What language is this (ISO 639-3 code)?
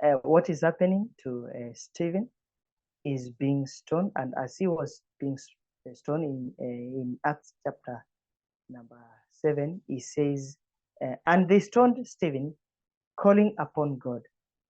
eng